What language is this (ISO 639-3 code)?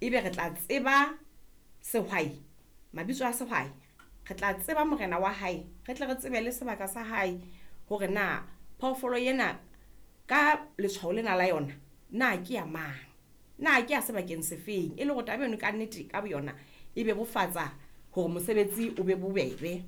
sot